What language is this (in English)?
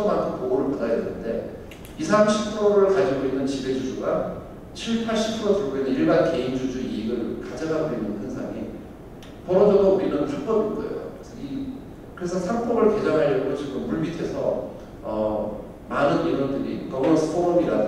Korean